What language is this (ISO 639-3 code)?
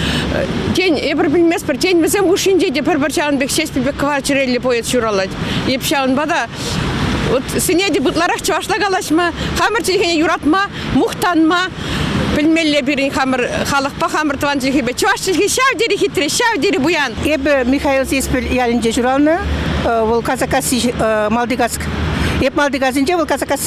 chv